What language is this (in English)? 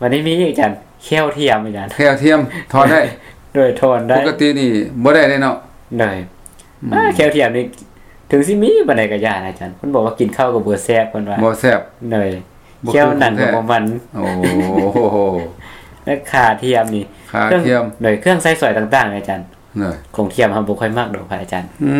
Lao